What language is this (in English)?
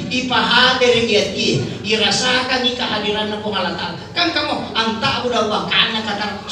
Buginese